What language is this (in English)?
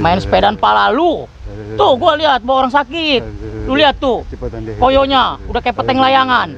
Betawi